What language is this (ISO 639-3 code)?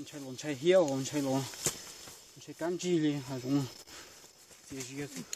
hmn